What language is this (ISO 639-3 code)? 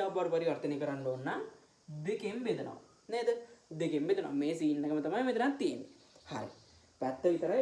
sin